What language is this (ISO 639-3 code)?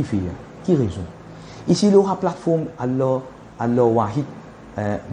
mfe